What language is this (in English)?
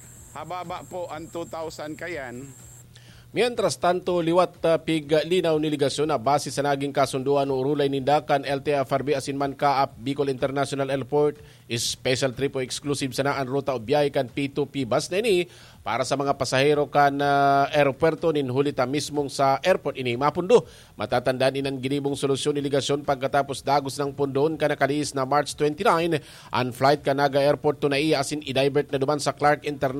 Bikol